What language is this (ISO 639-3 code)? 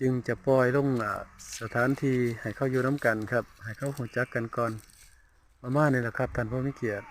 tts